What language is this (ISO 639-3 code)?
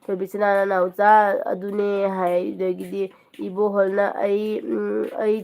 mni